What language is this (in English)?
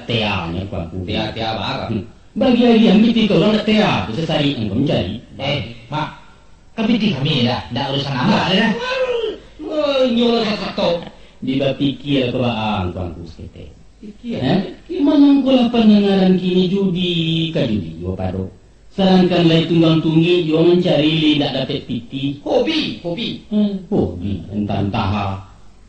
Minangkabau